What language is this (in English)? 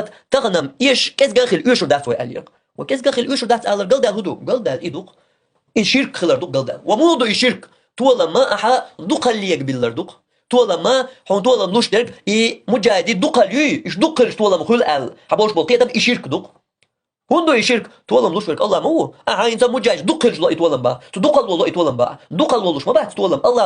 Chechen